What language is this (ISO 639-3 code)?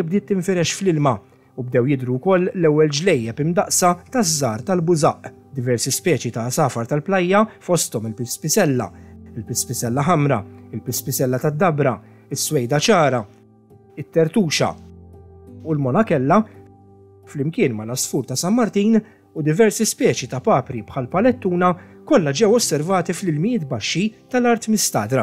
mlt